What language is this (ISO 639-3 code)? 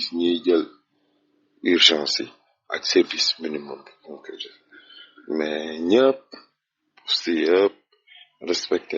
wol